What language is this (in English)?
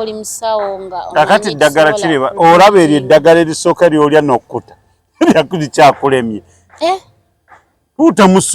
Ganda